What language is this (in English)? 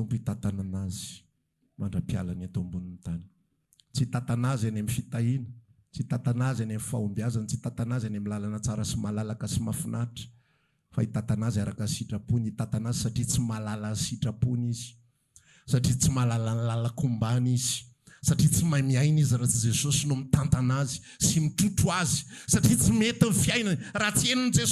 Malagasy